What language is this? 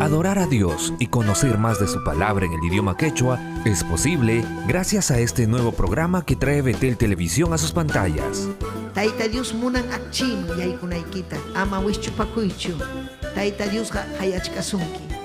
Ayacucho Quechua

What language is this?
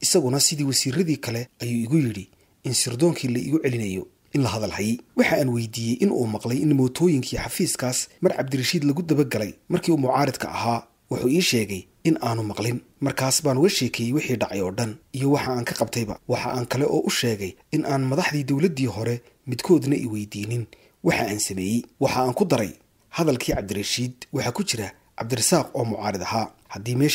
Somali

